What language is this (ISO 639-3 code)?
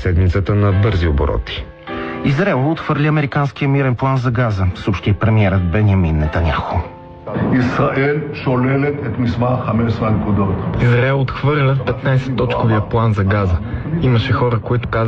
bul